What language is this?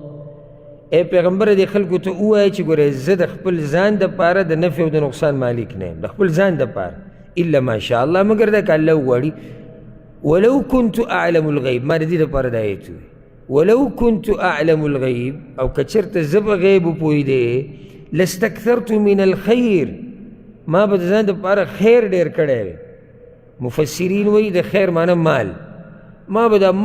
Pashto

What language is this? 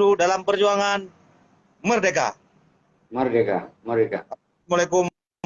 Achinese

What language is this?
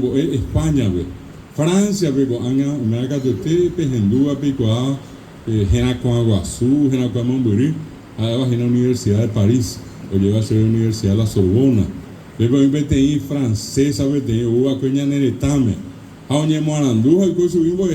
Guarani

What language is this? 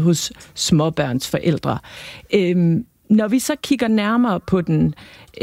Danish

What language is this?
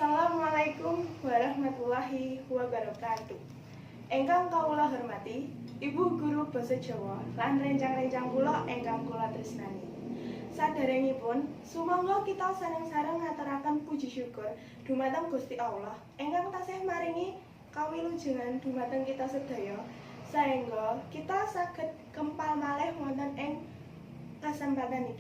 Javanese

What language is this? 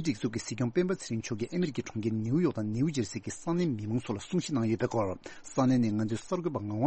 Tibetan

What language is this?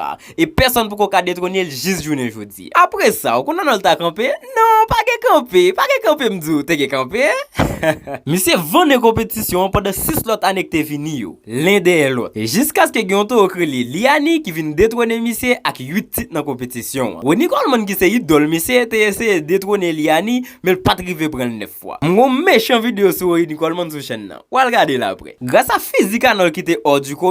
Haitian Creole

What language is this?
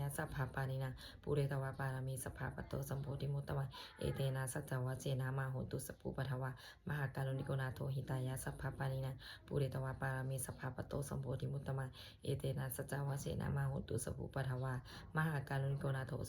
Pali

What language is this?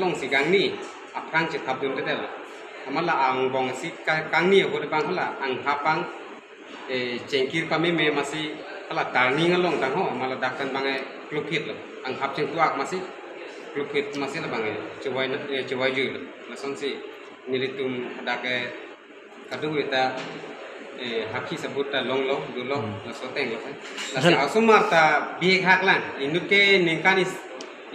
Karbi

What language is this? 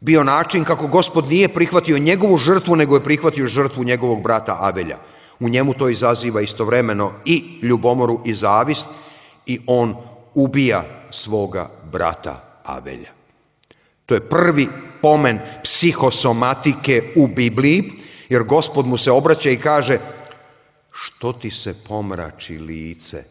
Serbian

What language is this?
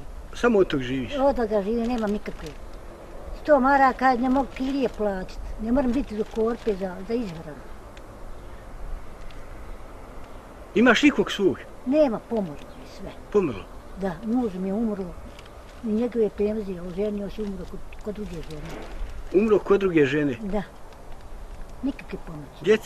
Bosnian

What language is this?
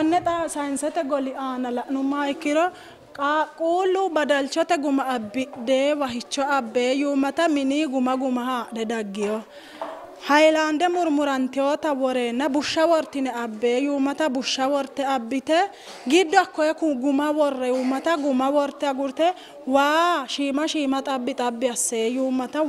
Sidamo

